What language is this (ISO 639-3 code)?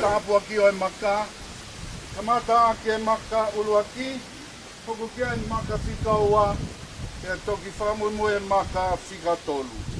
ton